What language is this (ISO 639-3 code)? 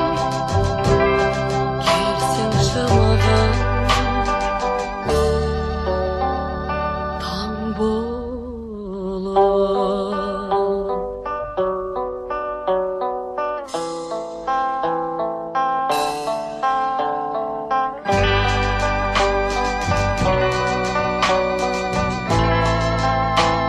kaz